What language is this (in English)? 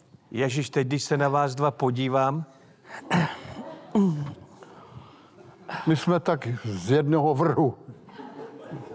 Czech